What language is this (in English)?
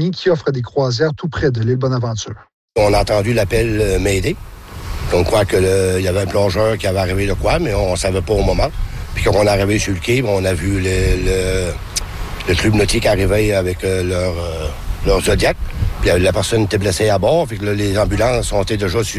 French